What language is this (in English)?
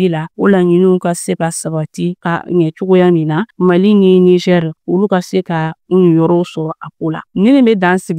Bambara